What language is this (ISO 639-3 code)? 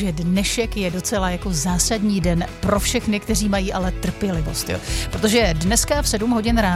ces